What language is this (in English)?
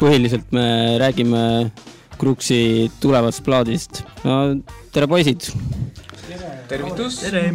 Estonian